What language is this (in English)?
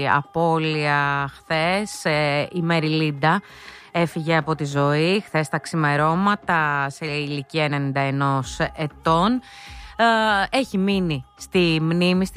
Greek